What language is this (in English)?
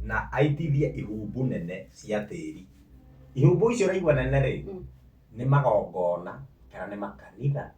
Kikuyu